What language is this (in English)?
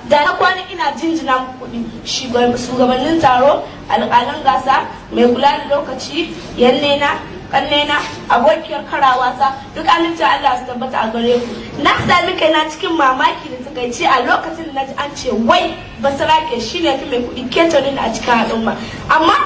Hausa